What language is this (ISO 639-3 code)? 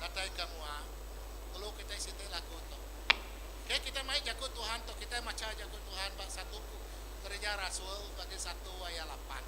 iba